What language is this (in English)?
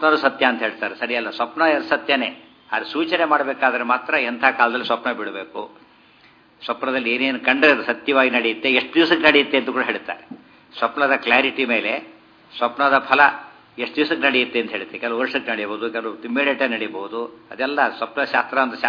Kannada